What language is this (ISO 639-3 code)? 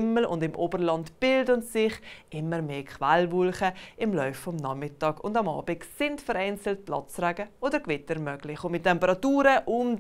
gsw